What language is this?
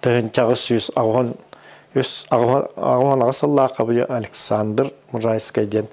Yakut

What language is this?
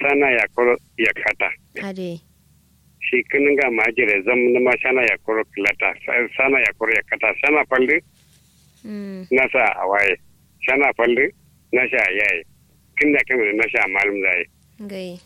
Kanuri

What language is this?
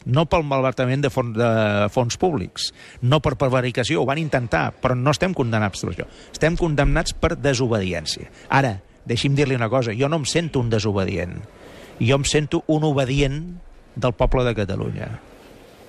Catalan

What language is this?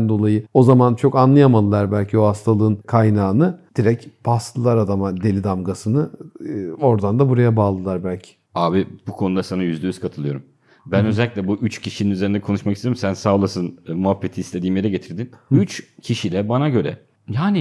Turkish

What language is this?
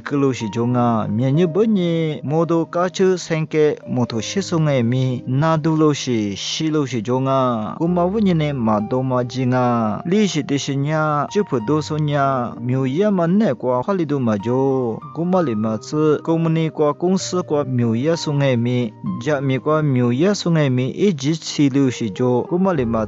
Lisu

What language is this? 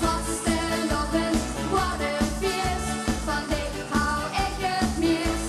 Limburgish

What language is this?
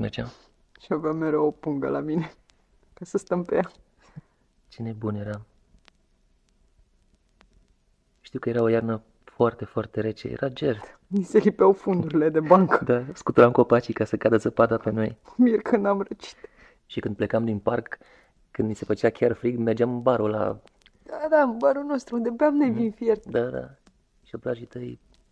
Romanian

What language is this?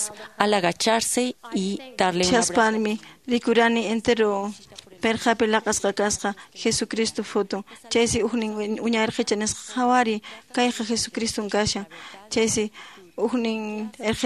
Quechua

